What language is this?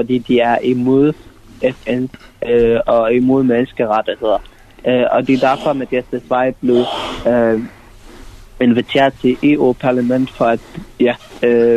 Danish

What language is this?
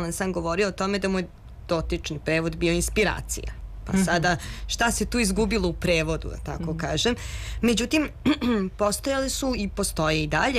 Serbian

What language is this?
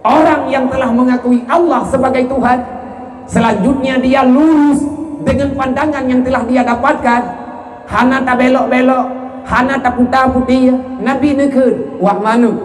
Achinese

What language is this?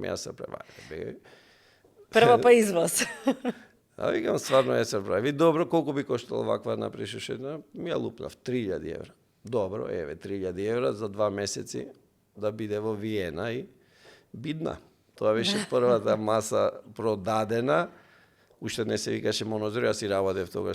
Macedonian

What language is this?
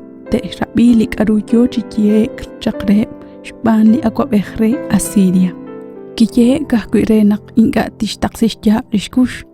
Kekchí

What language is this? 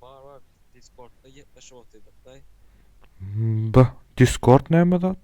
Turkmen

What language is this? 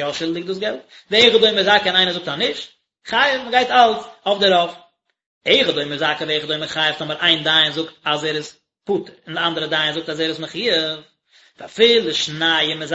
Yiddish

